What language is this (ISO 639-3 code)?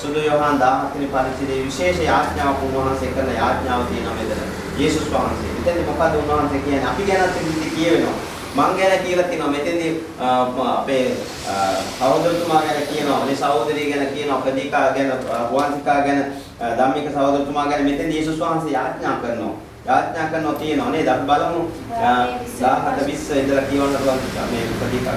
sin